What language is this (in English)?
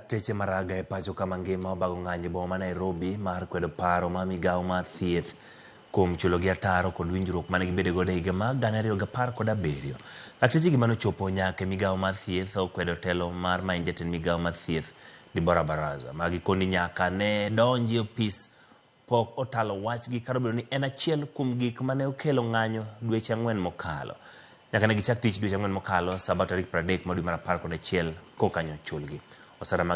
Luo (Kenya and Tanzania)